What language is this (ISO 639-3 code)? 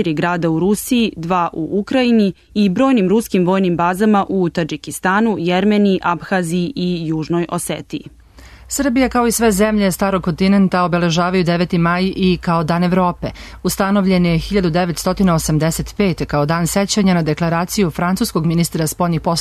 srp